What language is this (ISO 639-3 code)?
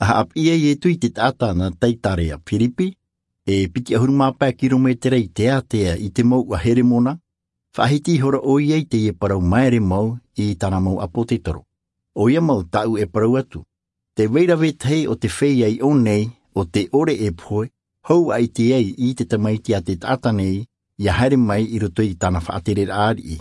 tah